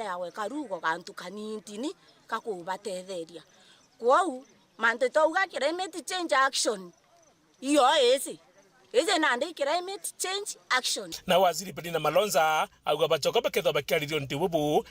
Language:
Meru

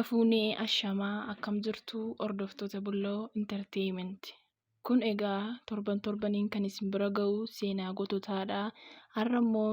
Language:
Oromo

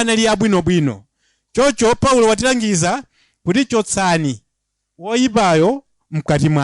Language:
Nyanja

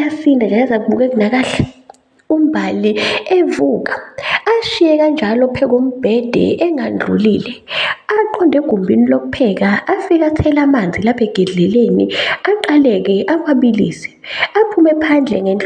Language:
Zulu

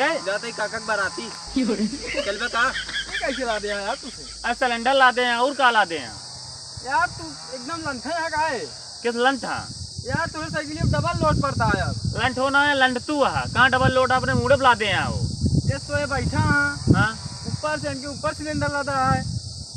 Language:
Awadhi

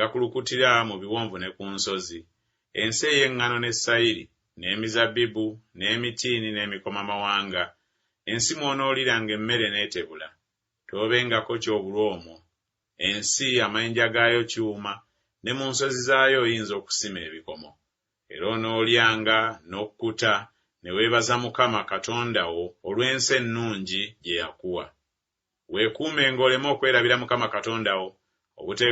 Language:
Ganda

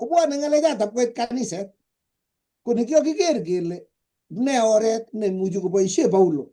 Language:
Kalenjin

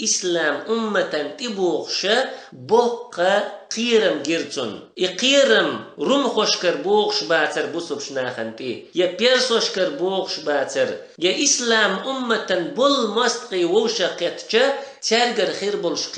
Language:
Chechen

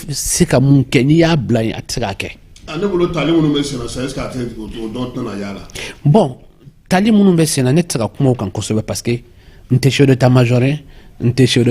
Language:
Bambara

